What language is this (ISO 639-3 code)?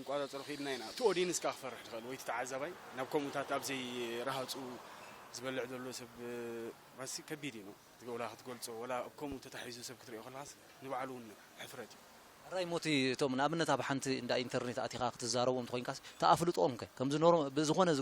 tir